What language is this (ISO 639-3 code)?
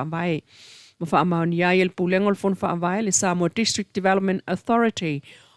smo